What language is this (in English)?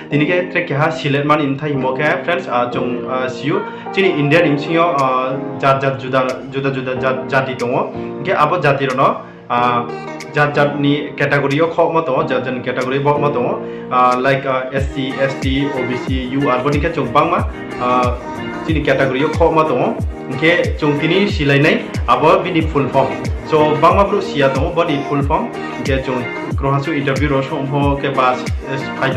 Riang (India)